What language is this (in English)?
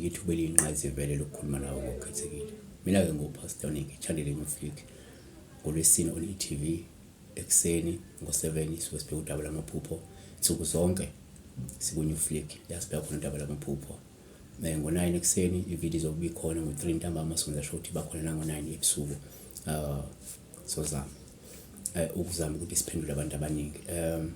Zulu